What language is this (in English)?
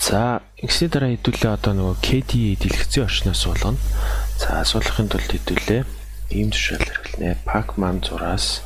Mongolian